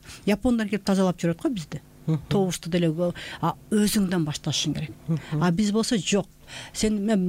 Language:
Kyrgyz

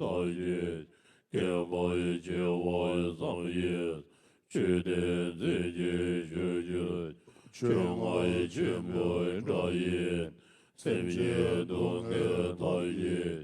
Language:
Tibetan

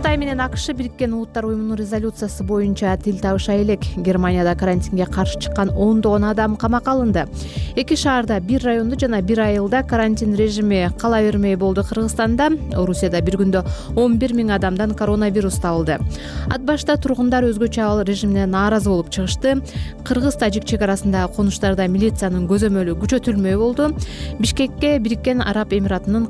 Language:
Kyrgyz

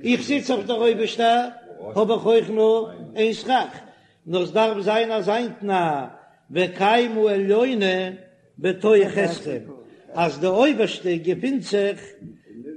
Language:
Yiddish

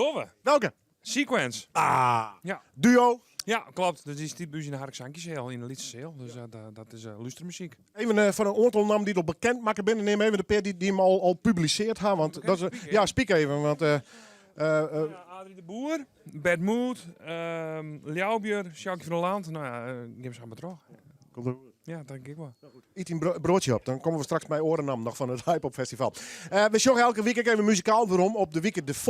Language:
Western Frisian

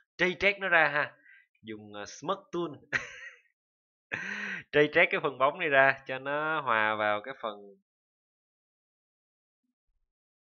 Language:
Vietnamese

